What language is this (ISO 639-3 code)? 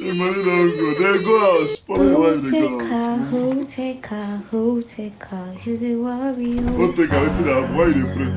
pcm